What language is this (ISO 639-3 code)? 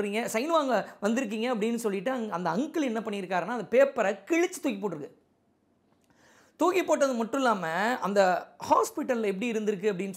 tam